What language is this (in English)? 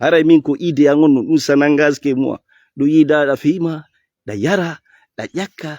Fula